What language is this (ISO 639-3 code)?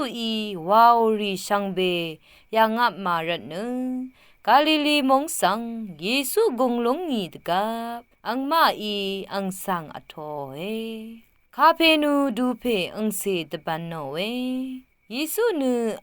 raw